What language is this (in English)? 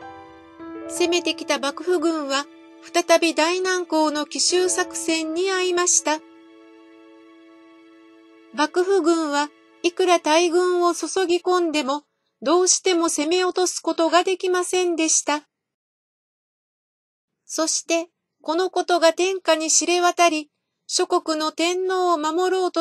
Japanese